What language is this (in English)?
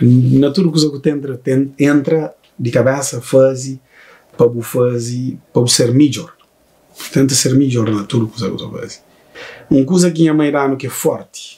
Kabuverdianu